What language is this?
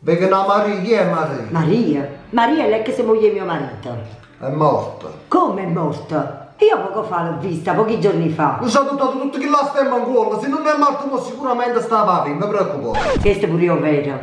Neapolitan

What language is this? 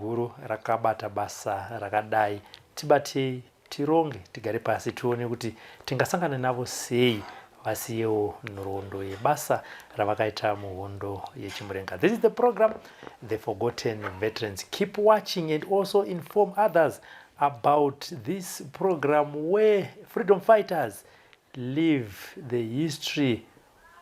Shona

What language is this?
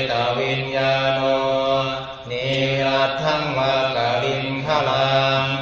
Pali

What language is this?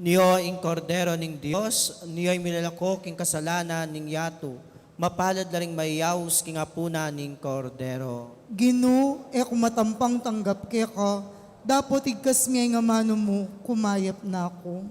Pampanga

